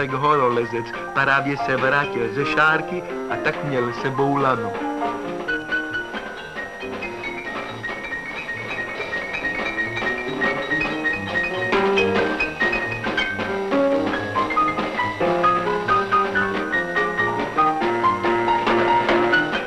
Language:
Czech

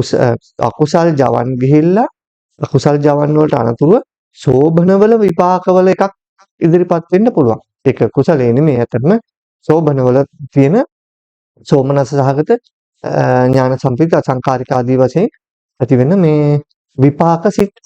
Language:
Sinhala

